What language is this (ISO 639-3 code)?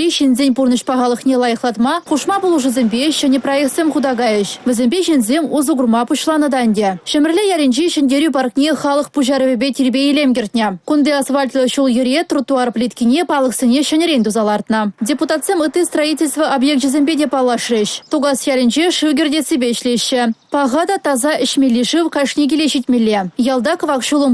chv